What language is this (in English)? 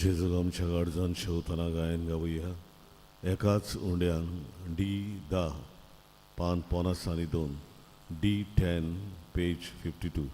Konkani